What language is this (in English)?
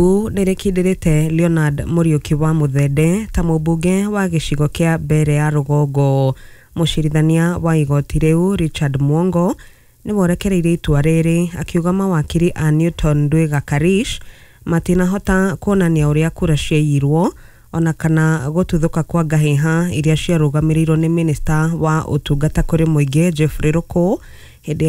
Kikuyu